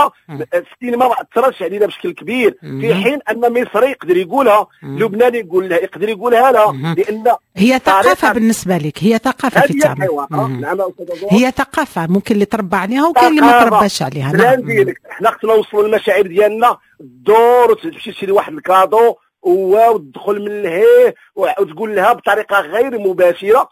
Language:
Moroccan Arabic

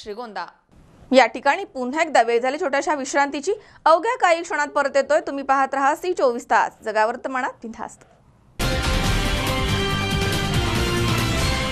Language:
Marathi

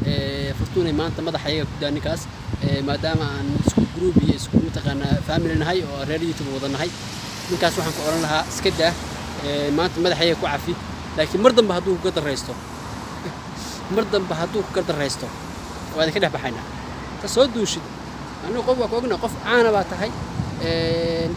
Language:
Somali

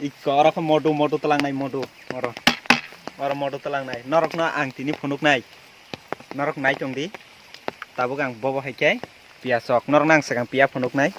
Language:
Kok Borok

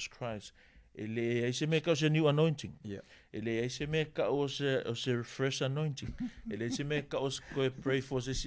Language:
Samoan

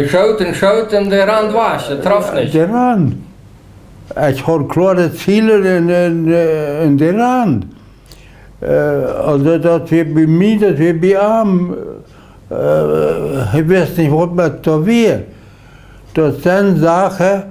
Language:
Plautdietsch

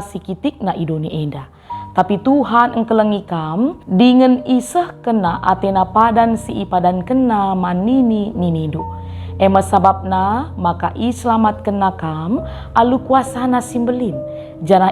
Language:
Batak Karo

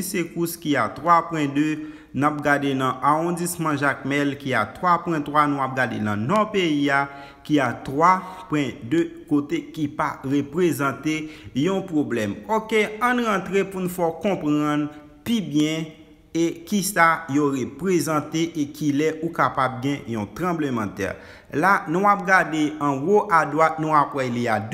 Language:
Haitian Creole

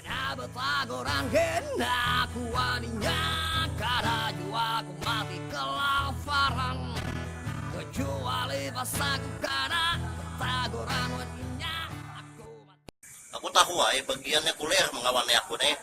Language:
Banjar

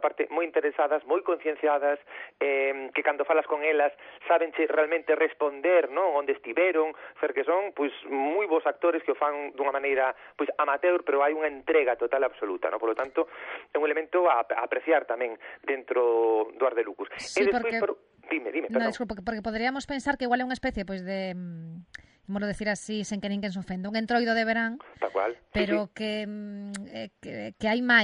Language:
Galician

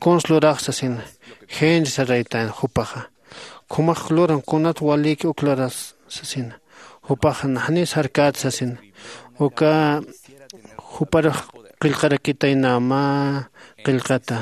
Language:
Aymara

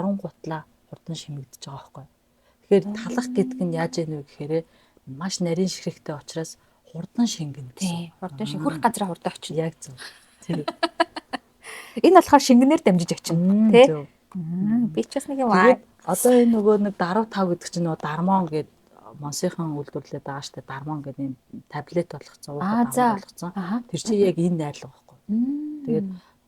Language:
Mongolian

